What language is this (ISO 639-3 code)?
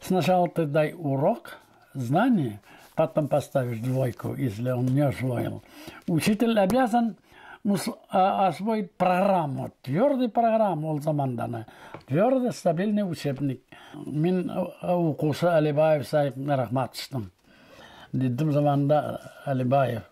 bak